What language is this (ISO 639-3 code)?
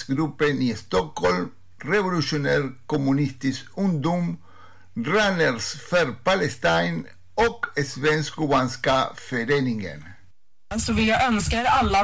swe